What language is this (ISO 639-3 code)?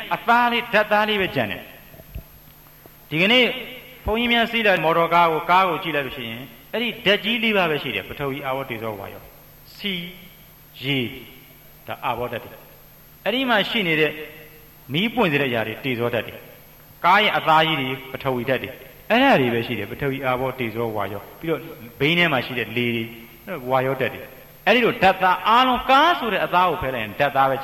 mya